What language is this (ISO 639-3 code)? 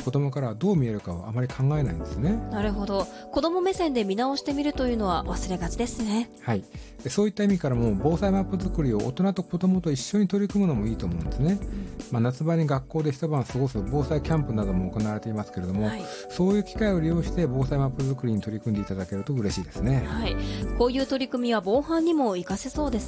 jpn